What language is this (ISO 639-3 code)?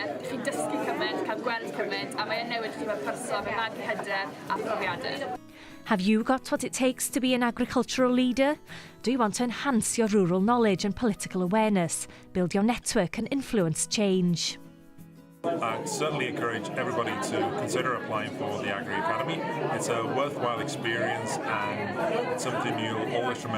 cym